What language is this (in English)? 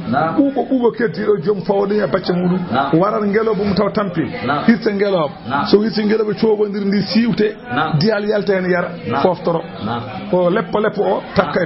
Fula